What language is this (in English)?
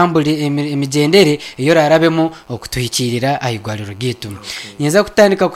Nyankole